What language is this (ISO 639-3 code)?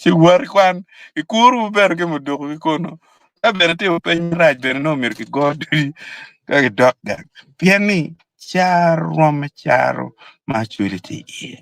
ach